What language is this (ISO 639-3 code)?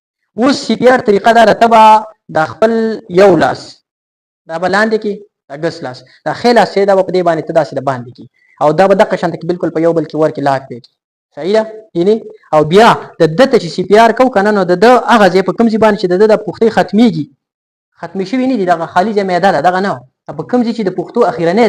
pus